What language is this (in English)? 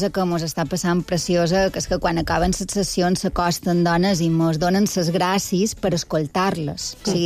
Catalan